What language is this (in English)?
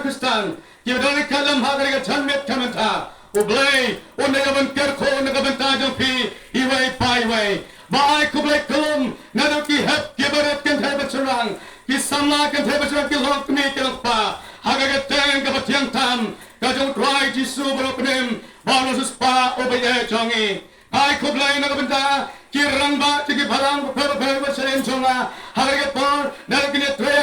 Khasi